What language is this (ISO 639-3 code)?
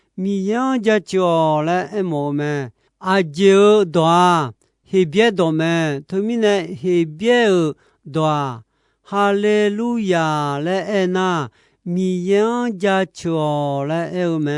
ahk